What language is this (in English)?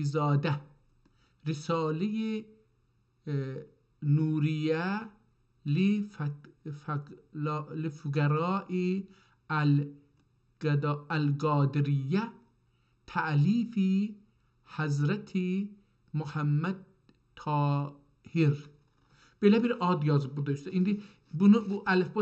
South Azerbaijani